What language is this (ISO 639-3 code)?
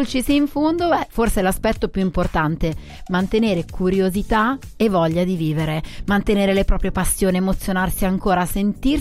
ita